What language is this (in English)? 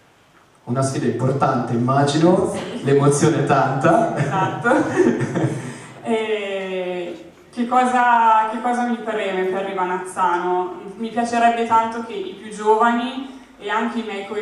Italian